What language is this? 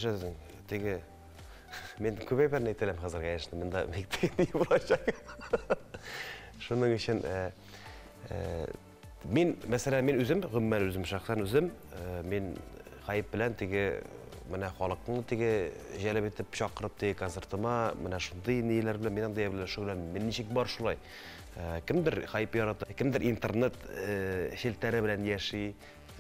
Tatar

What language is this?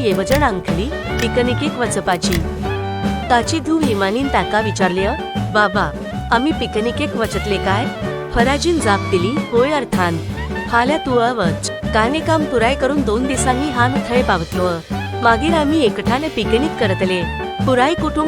Konkani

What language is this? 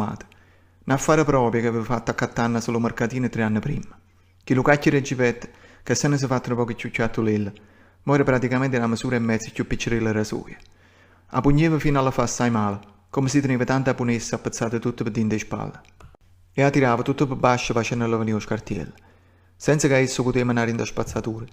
Neapolitan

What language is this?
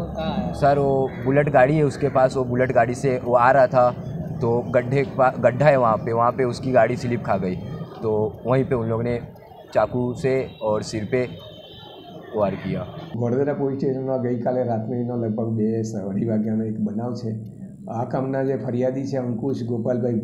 Gujarati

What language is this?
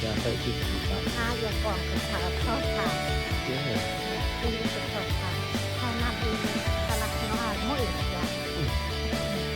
Central Mnong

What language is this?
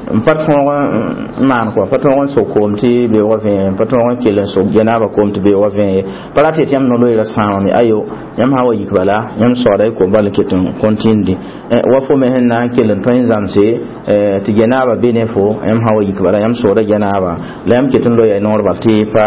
Mossi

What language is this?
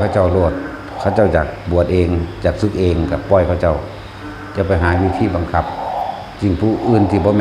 Northeastern Thai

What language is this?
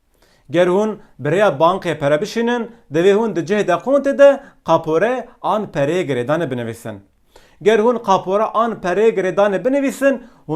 Kurdish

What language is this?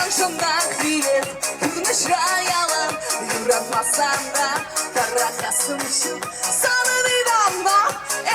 Chuvash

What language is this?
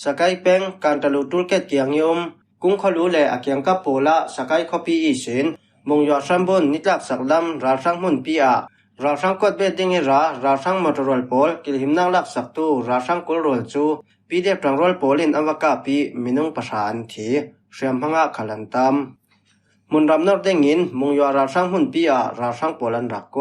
Falam Chin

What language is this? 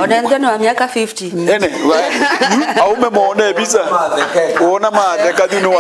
Kamba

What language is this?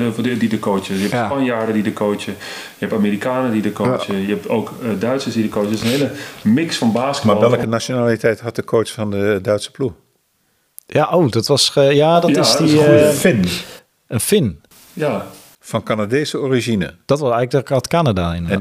Dutch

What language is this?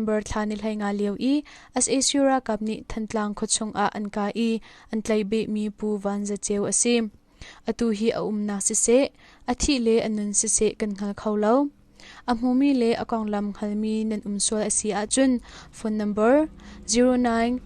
Hakha Chin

